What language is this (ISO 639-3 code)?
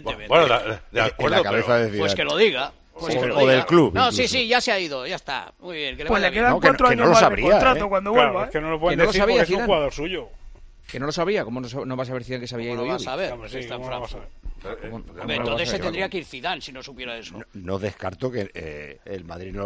spa